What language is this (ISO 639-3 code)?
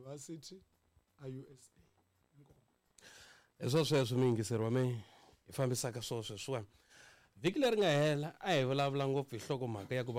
tso